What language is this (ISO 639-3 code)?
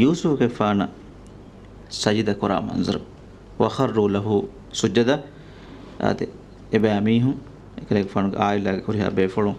div